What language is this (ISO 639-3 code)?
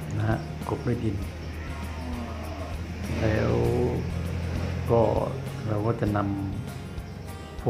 tha